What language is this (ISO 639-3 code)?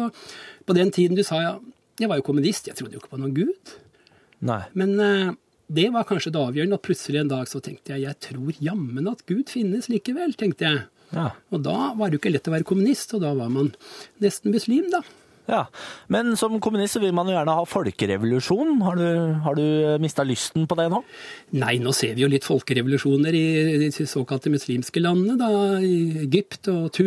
nor